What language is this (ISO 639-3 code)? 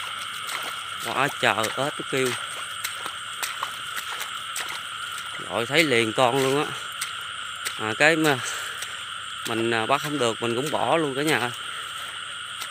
vie